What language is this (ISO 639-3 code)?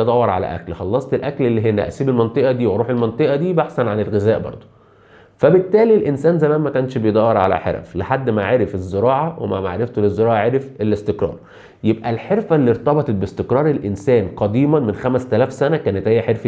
arz